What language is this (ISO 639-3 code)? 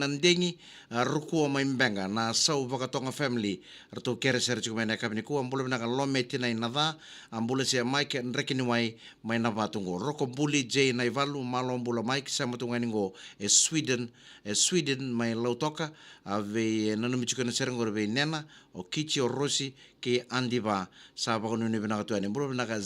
fij